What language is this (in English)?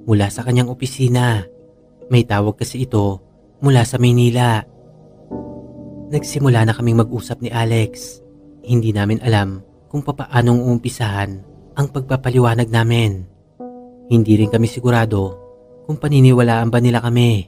Filipino